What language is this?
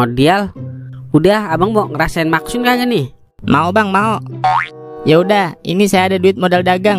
Betawi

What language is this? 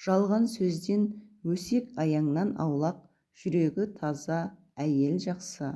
Kazakh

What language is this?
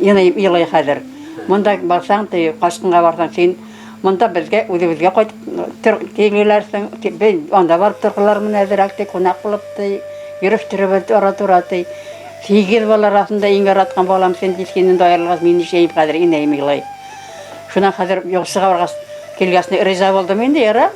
Bashkir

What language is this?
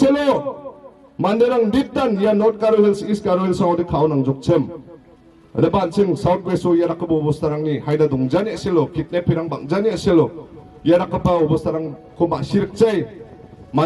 Garo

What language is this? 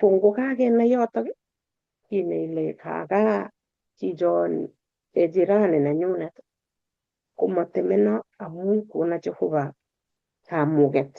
Kalenjin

